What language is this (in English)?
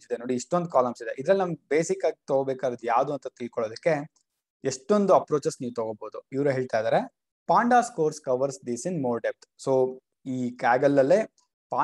Kannada